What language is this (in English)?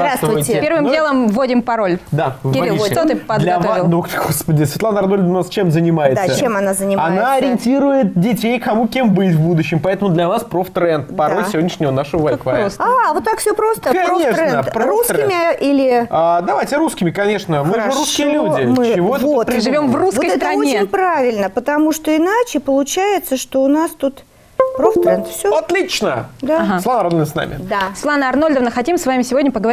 Russian